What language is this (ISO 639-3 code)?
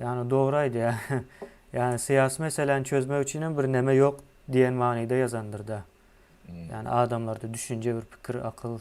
tuk